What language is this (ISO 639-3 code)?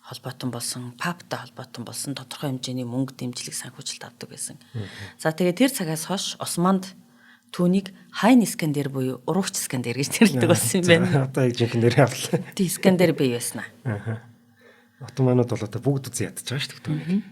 mon